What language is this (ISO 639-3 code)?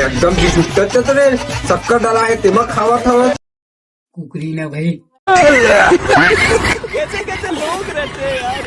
hne